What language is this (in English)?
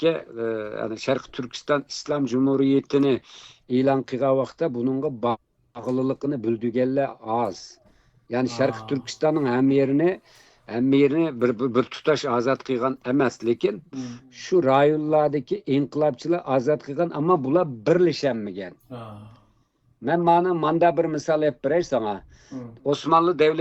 Uyghur